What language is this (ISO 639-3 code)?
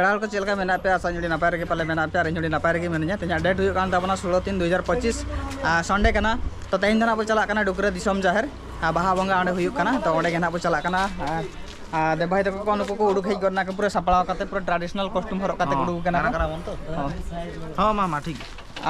sat